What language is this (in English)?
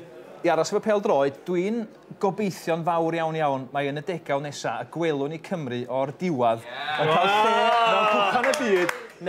Welsh